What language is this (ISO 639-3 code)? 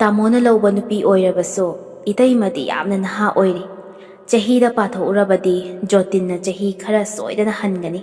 mni